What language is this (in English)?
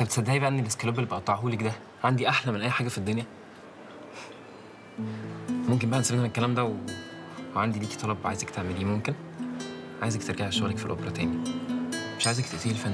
Egyptian Arabic